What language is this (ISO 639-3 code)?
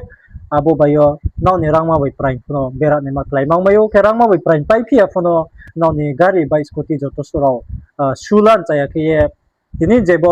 ria